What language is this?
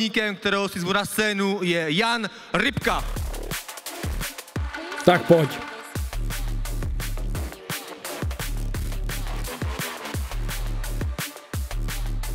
Czech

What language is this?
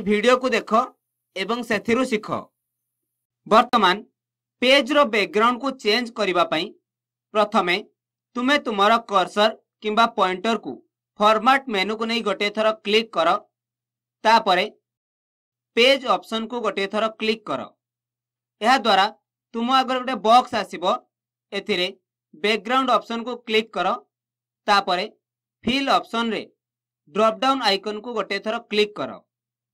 Odia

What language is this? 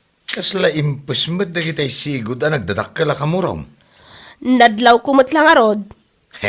Iloko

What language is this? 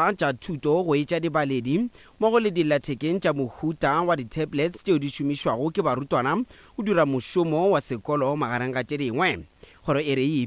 Northern Sotho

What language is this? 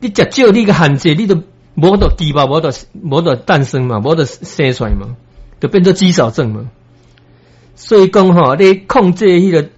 Min Nan Chinese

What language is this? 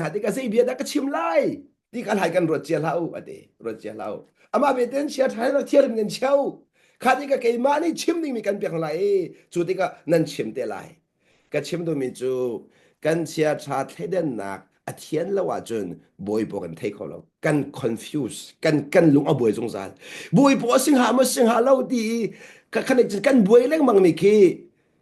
Hakha Chin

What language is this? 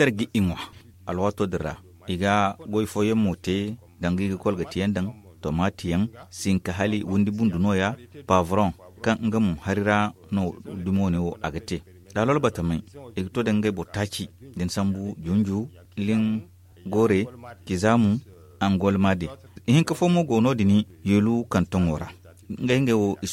Zarma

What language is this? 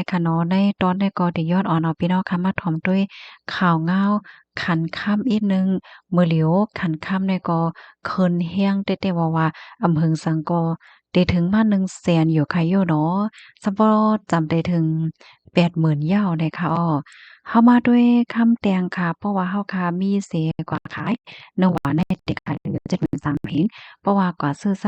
Shan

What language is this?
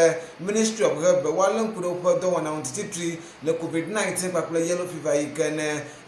Ewe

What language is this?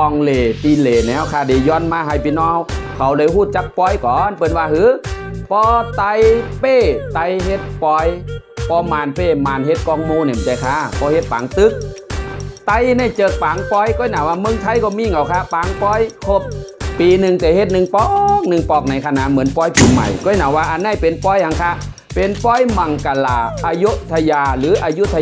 Shan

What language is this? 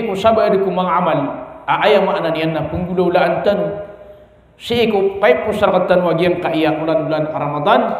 Maranao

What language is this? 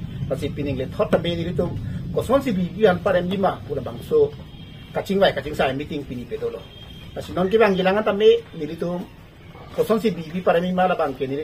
Karbi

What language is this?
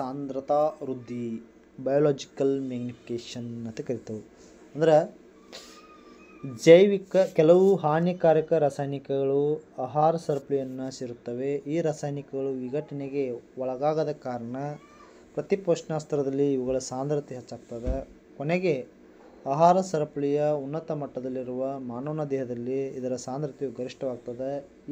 Kannada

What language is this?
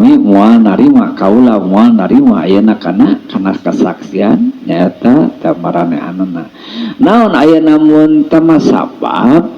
Sundanese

